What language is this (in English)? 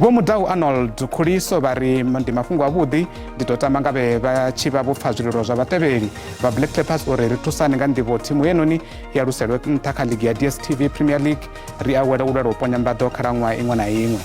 Venda